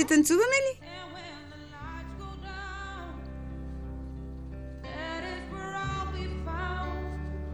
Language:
Bulgarian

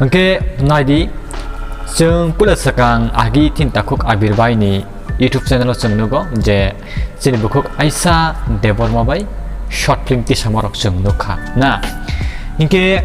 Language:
Kok Borok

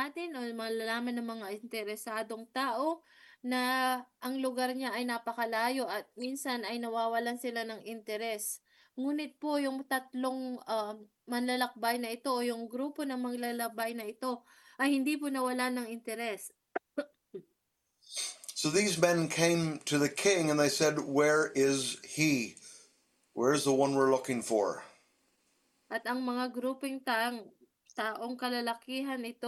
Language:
Filipino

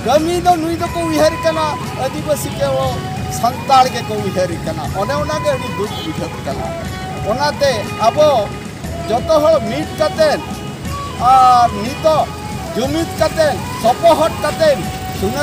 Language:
Santali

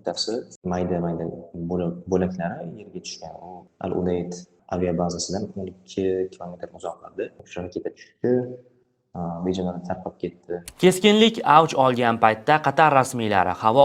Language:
Uzbek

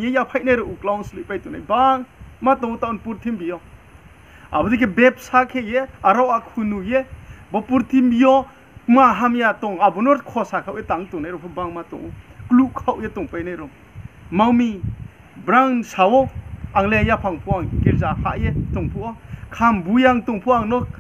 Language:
Riang (India)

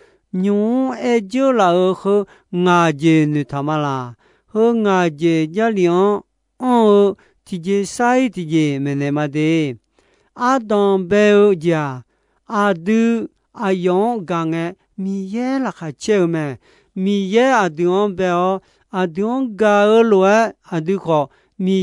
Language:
Akha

